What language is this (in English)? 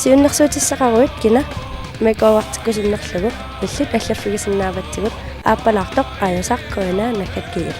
Kalaallisut